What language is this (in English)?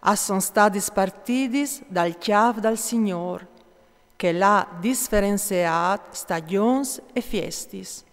Friulian